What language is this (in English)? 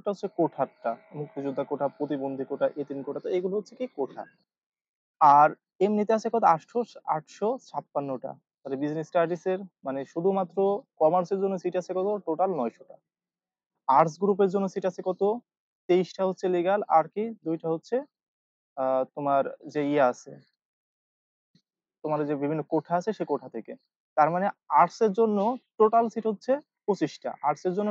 Bangla